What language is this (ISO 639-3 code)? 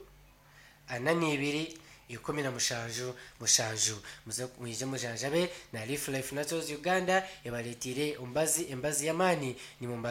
nyn